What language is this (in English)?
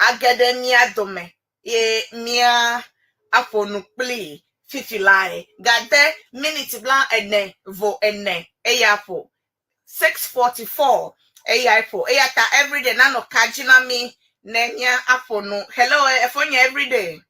Ewe